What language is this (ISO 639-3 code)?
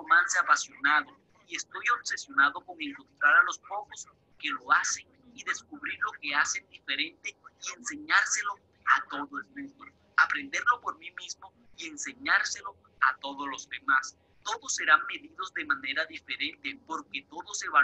spa